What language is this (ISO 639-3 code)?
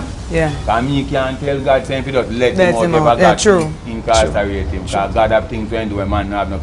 jam